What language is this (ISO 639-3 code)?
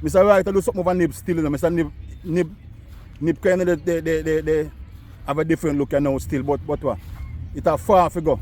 jam